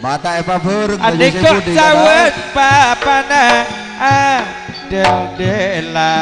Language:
Madurese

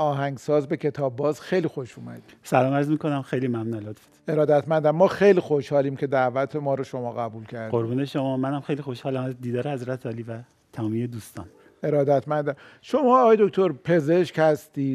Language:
Persian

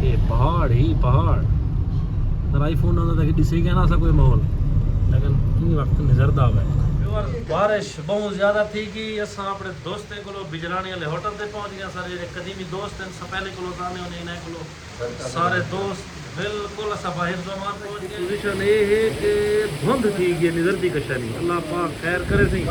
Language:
Saraiki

